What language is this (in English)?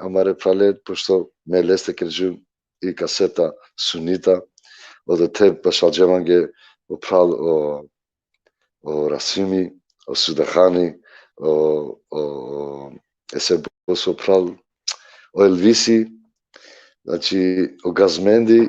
Balkan Romani